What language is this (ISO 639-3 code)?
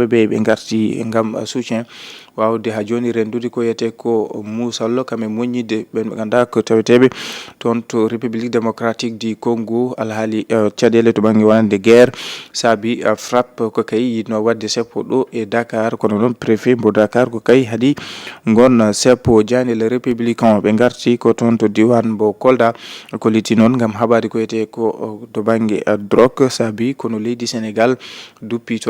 ful